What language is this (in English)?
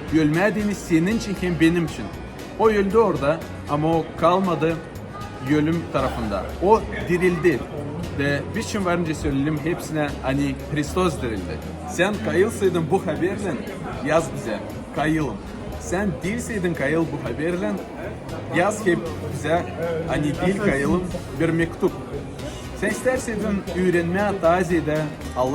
Gagauz